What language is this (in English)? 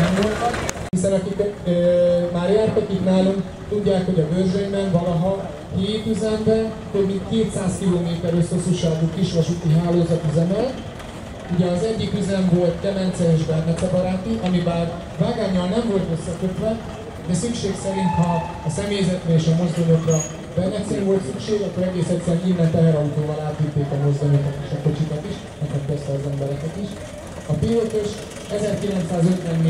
Hungarian